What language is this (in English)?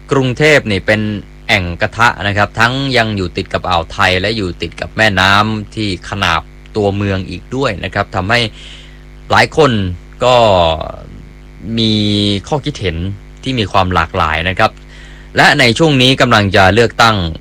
Thai